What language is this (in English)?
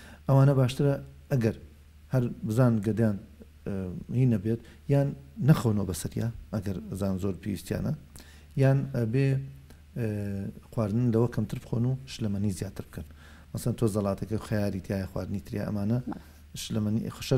Central Kurdish